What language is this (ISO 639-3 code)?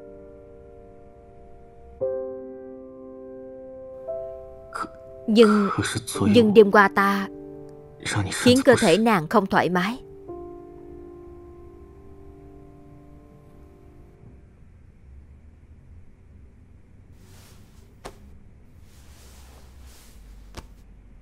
vie